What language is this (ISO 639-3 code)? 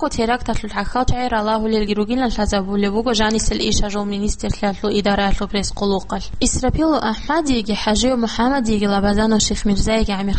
ava